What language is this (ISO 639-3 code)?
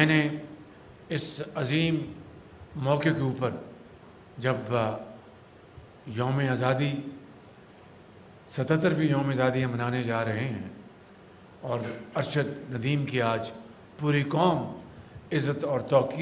urd